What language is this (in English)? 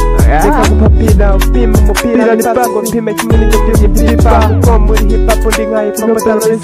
Kinyarwanda